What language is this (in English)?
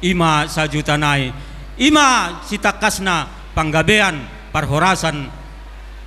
Batak Toba